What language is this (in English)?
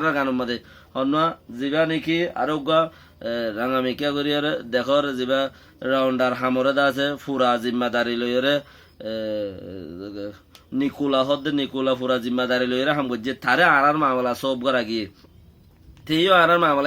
Rohingya